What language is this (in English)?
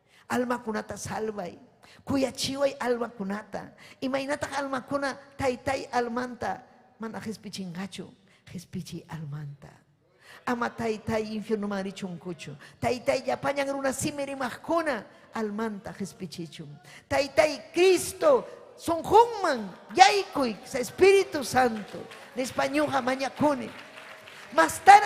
Ayacucho Quechua